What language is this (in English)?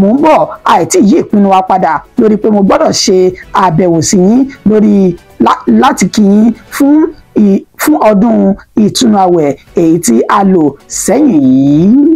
Yoruba